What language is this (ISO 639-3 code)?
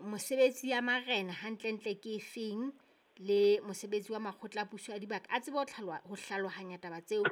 sot